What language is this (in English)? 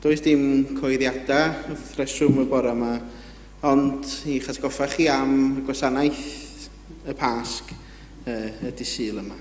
Welsh